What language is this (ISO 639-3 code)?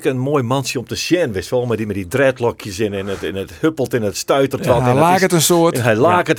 fry